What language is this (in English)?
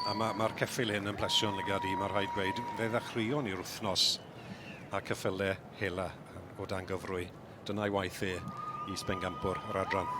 Welsh